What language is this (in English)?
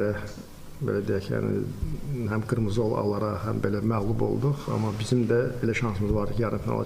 Azerbaijani